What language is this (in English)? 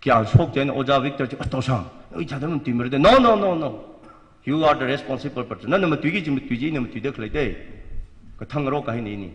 Tangkhul Naga (India)